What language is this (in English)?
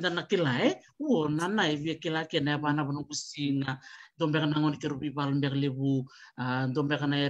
Fijian